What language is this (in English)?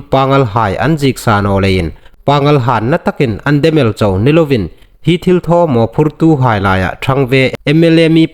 Hmar